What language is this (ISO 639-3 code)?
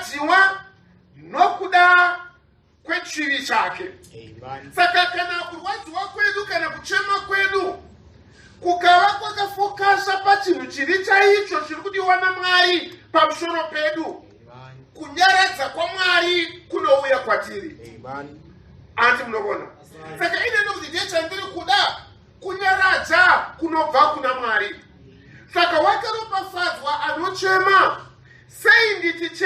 sna